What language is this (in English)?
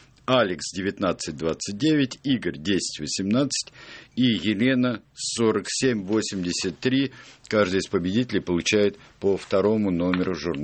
Russian